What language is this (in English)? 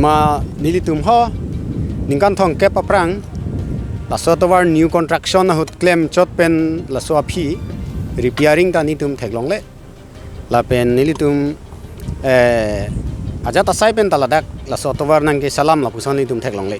Karbi